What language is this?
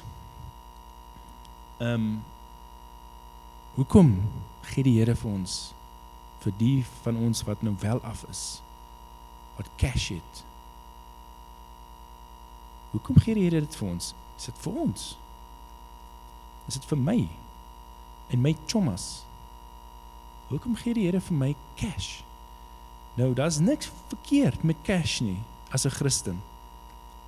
Afrikaans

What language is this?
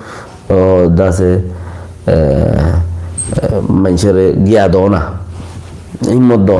Rohingya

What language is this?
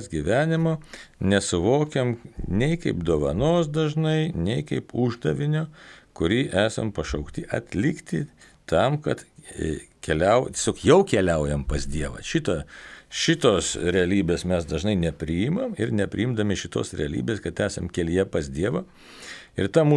Lithuanian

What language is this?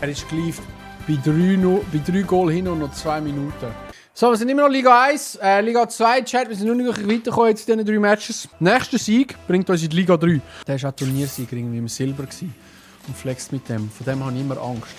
Swiss German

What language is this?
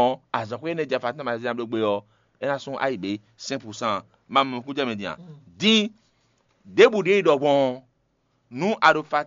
Fon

